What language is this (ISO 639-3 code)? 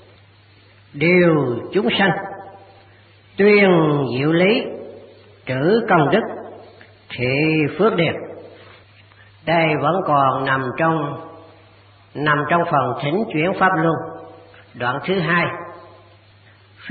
vie